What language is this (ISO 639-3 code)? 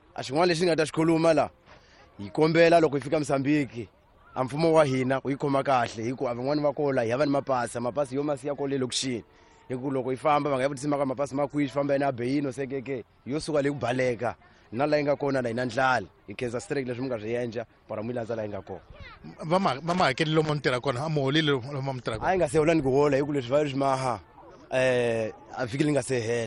tso